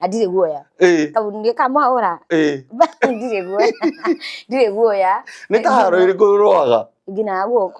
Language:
Kikuyu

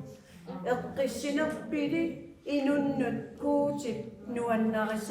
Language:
Kalaallisut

